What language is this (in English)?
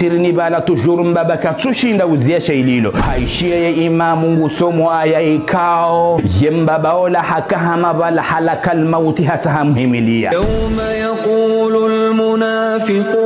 Ngazidja Comorian